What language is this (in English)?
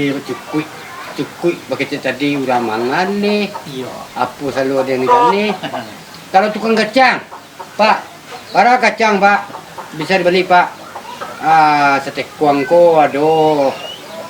Minangkabau